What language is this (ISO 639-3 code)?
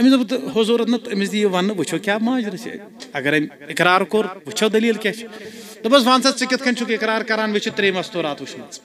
kas